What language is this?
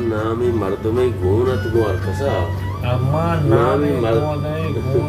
Baluchi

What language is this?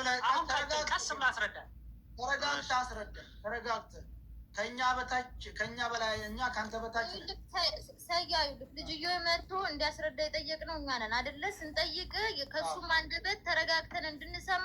Amharic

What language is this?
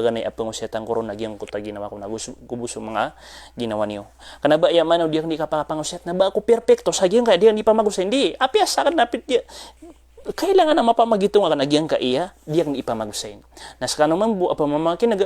Maranao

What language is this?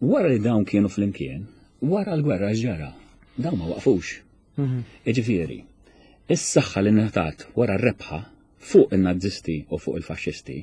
Maltese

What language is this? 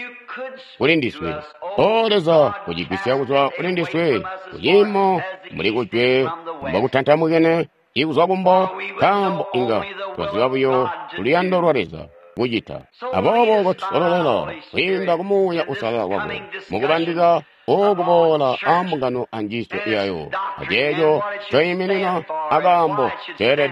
Tonga (Zambia)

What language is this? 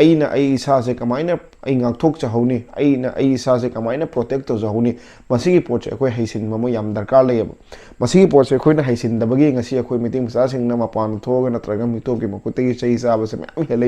Manipuri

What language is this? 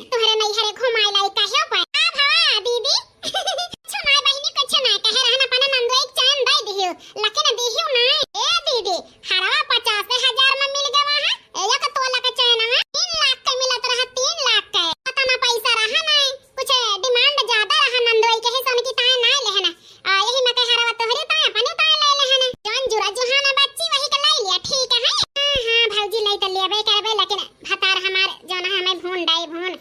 Awadhi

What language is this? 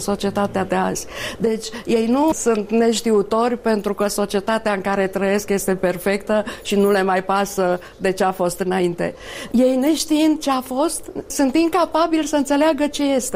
Romanian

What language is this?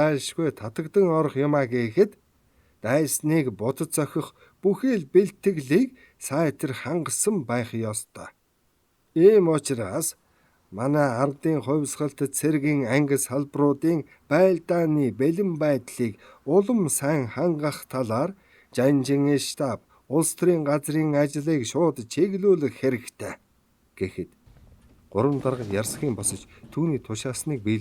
Mongolian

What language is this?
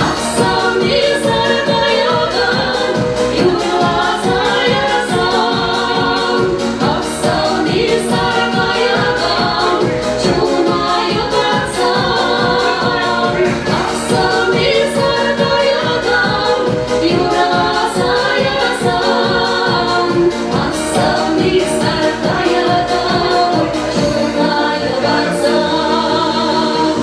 Chuvash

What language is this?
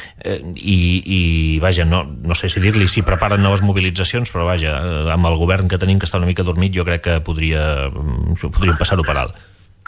Catalan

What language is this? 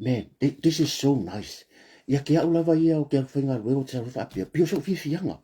Samoan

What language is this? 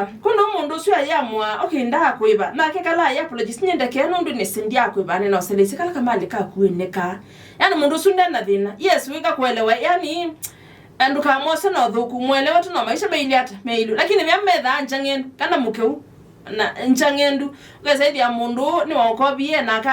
Kamba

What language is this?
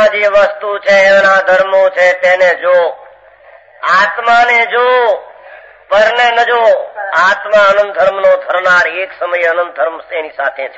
Gujarati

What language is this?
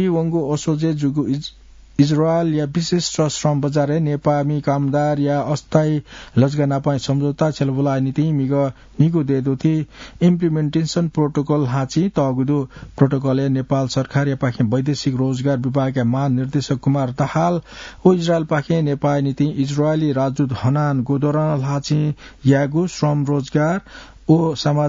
Newari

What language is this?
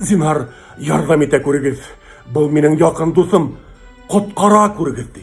Bashkir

